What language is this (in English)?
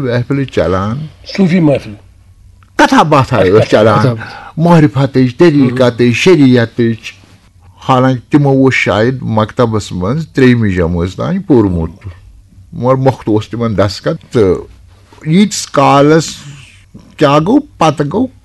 Kashmiri